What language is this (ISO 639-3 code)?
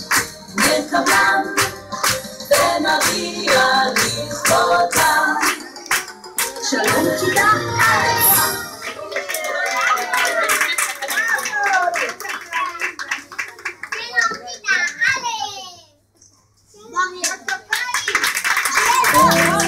heb